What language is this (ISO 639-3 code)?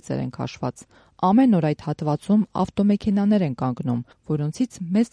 hye